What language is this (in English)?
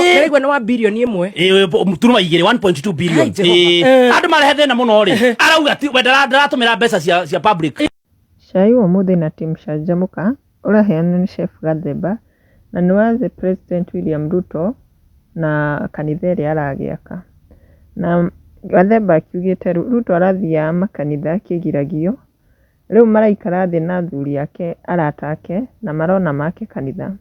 Kikuyu